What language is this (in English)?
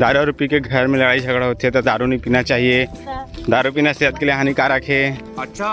Chhattisgarhi